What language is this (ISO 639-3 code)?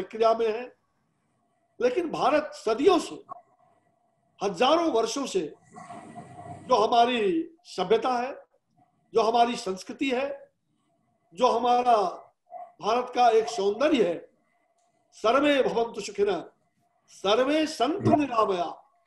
hin